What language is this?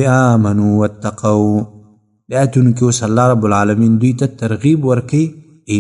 Pashto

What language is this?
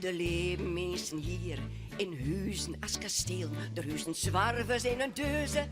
Western Frisian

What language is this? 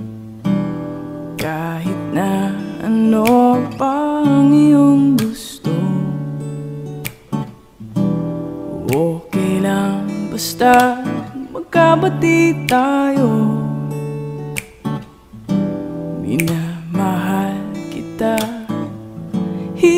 Filipino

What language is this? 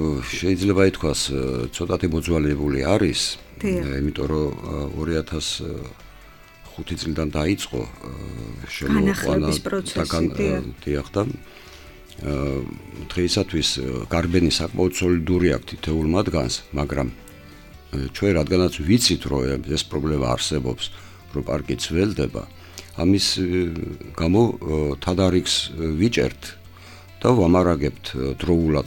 Georgian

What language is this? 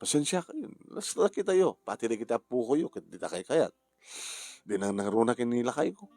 Iloko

